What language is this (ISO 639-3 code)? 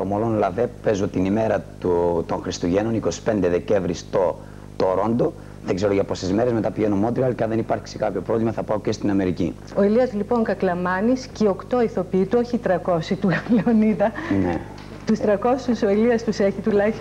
ell